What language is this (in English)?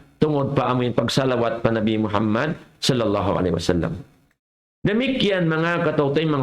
Tausug